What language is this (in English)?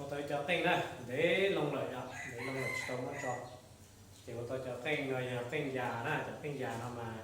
Hmong